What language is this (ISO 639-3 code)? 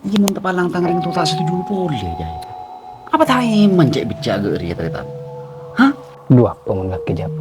mad